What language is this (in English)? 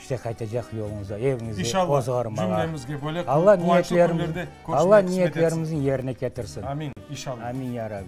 Crimean Tatar